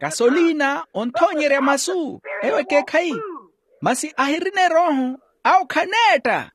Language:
Makhuwa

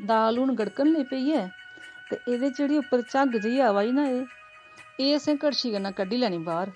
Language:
Dogri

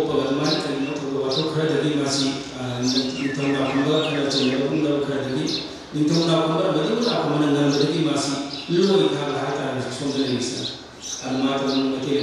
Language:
Manipuri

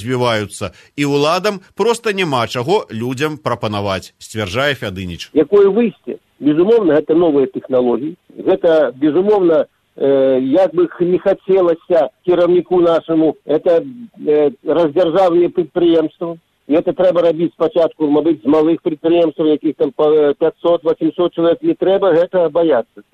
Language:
Belarusian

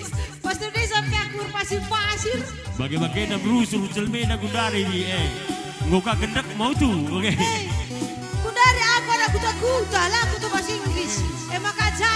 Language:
Batak Karo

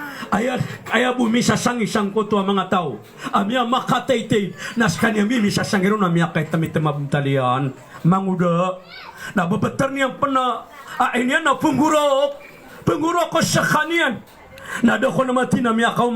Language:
Maranao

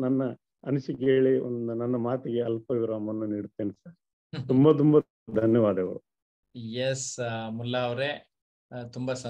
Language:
Kannada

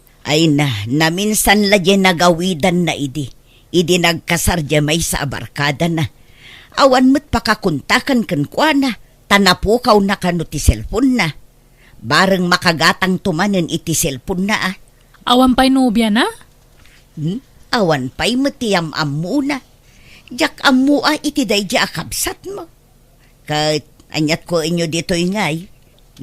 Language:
Iloko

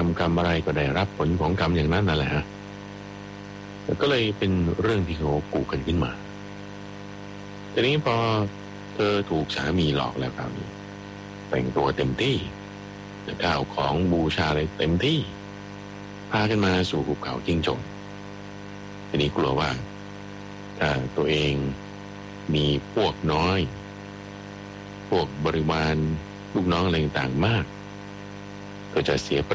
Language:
Thai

